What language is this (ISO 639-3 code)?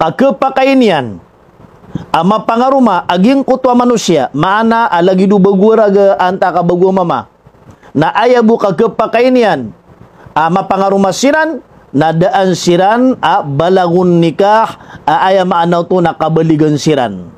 mrw